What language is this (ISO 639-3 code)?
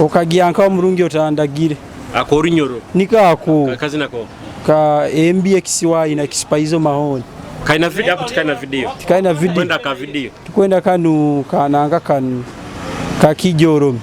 nyo